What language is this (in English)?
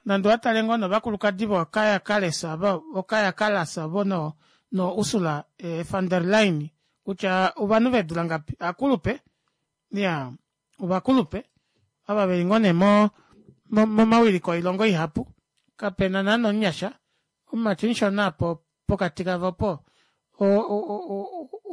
Kuanyama